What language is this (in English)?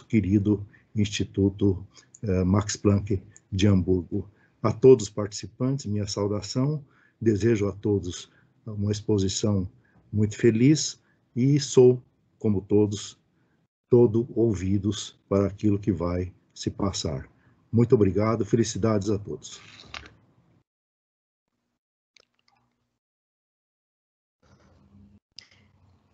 Portuguese